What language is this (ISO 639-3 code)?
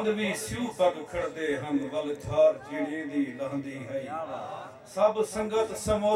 skr